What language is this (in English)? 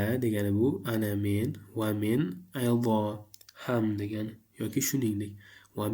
Uzbek